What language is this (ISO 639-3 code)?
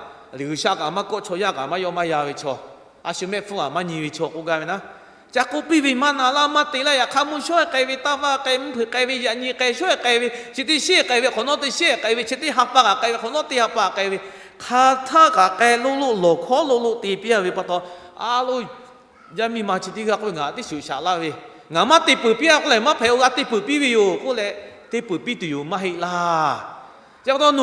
lhu